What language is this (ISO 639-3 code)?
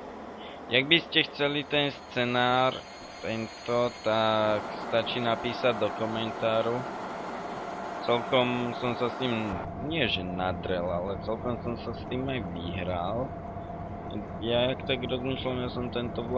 slk